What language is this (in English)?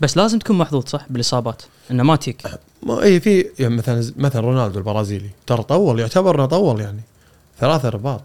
Gulf Arabic